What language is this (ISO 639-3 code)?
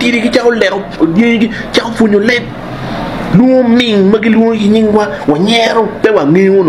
ach